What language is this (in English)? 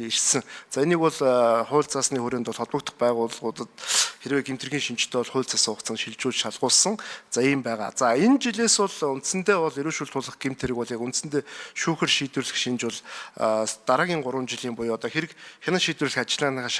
Mongolian